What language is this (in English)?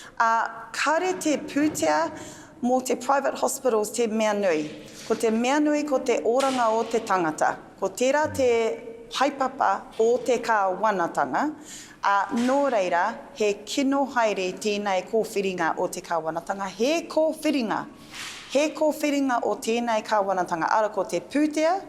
Māori